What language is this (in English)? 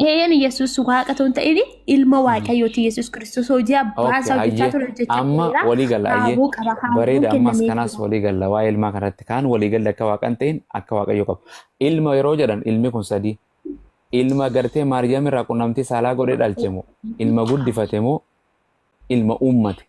Oromo